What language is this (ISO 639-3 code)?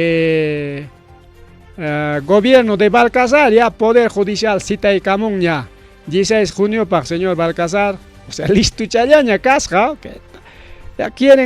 quy